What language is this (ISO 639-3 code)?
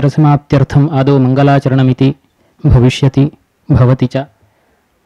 san